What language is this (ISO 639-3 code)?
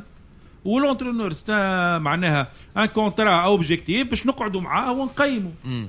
aeb